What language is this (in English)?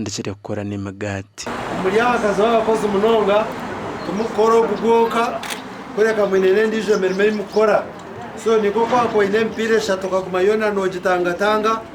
Nyankole